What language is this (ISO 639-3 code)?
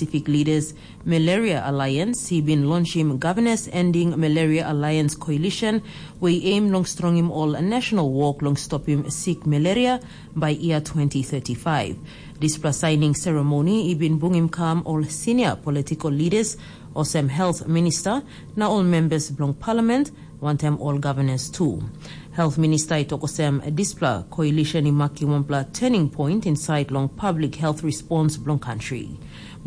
tpi